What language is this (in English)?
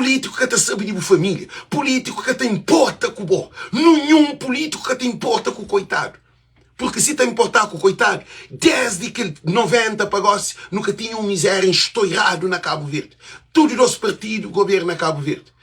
Kabuverdianu